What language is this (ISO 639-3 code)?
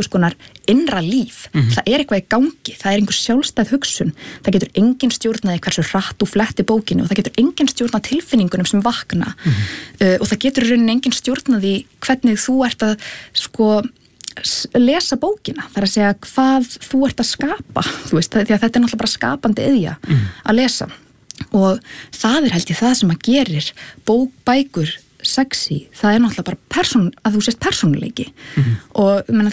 isl